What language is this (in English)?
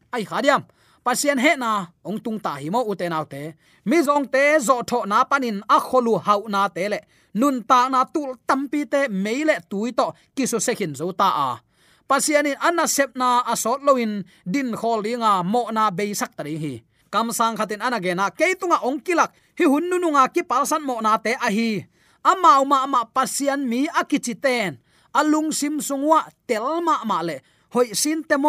Tedim Chin